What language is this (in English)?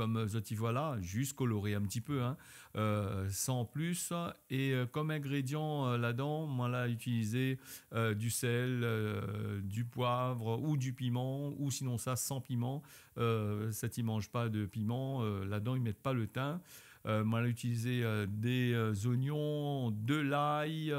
Réunion Creole French